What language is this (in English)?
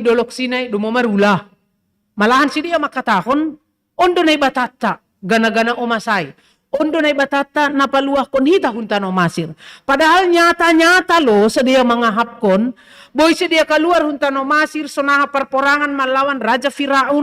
Batak Simalungun